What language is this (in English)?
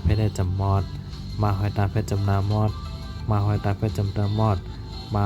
Shan